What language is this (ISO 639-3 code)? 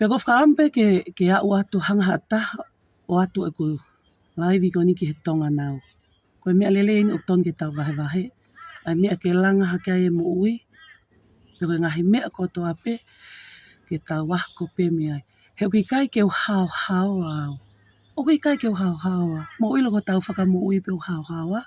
ton